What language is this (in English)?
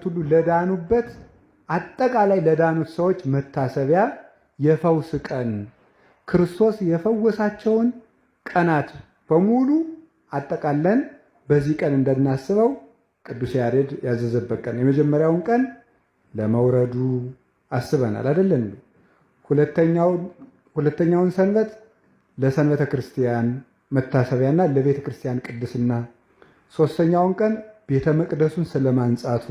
Amharic